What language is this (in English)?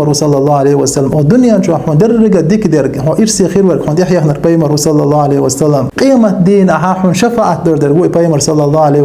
Chechen